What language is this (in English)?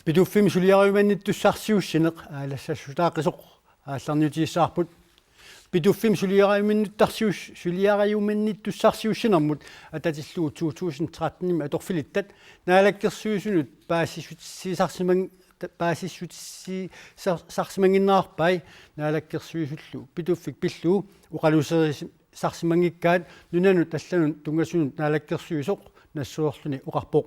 Kalaallisut